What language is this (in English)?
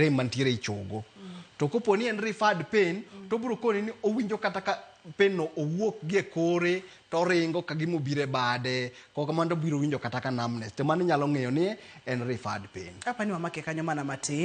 Luo (Kenya and Tanzania)